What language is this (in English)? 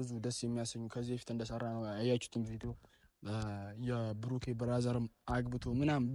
Amharic